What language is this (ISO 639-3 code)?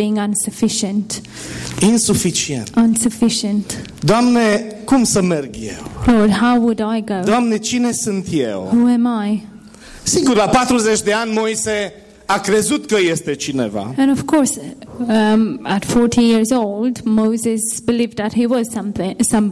ron